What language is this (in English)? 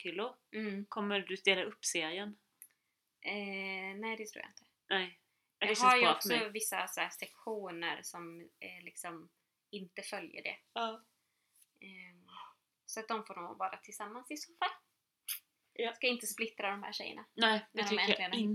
Swedish